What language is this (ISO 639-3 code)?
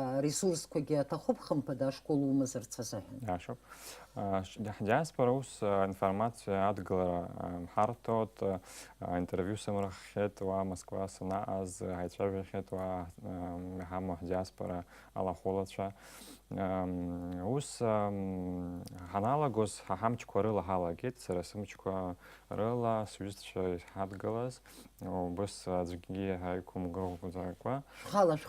abk